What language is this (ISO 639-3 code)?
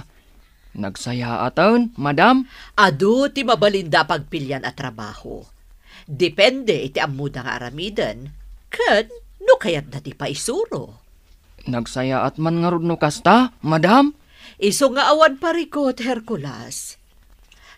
ilo